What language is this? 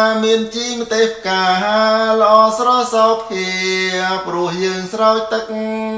Khmer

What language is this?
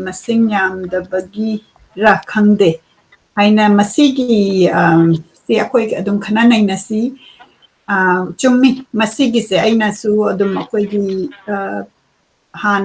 Manipuri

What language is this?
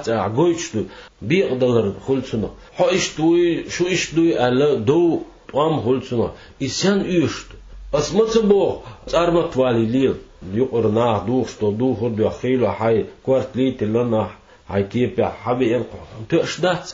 Chechen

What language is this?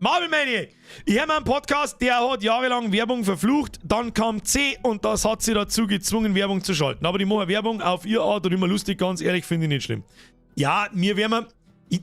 Bavarian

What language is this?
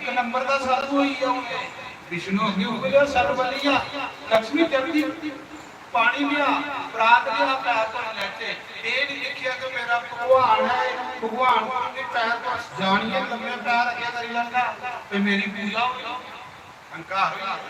Dogri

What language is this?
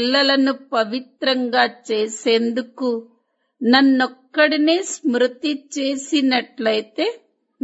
Telugu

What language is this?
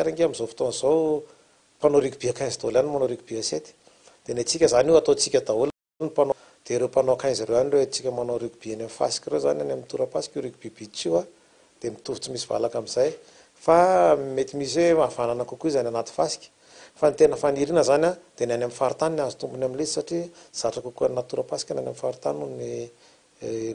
Malagasy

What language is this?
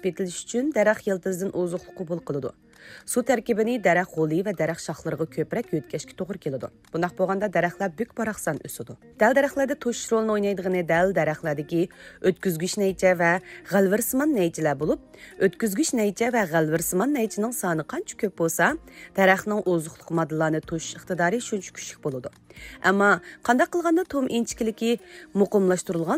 Uyghur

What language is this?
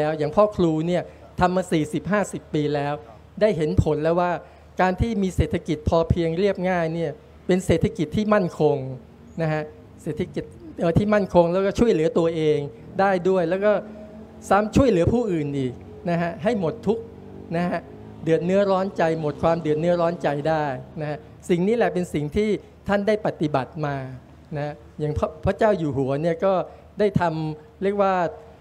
Thai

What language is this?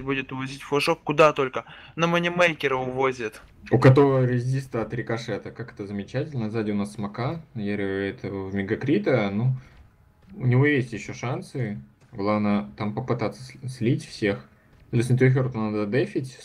Russian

